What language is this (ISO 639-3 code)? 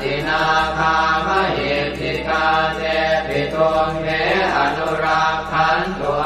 pli